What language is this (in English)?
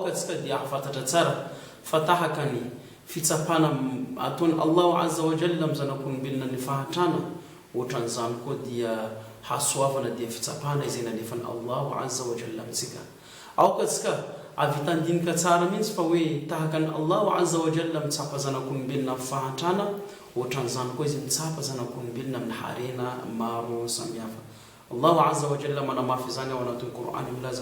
Malagasy